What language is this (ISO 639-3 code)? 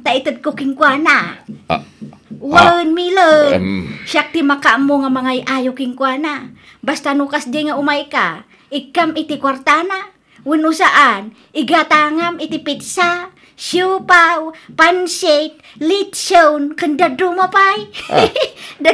ilo